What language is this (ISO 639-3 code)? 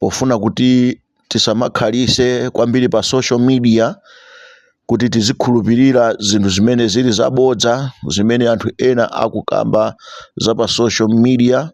nya